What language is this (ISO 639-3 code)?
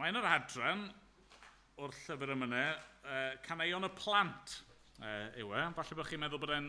cym